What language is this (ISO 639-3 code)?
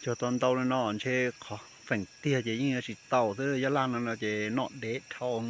hmn